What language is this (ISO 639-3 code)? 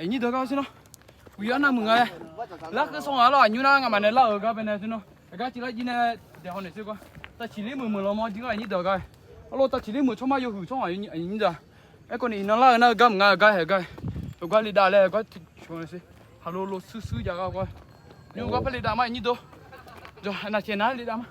ahk